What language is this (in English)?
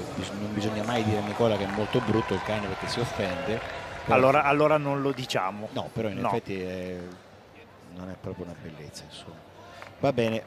Italian